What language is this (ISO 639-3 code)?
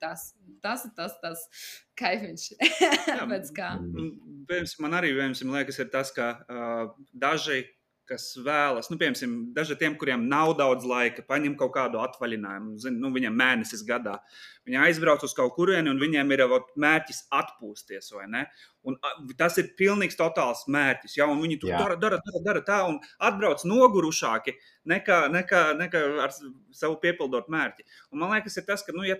lav